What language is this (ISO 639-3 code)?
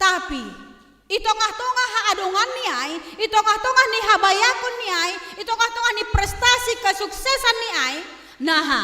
bts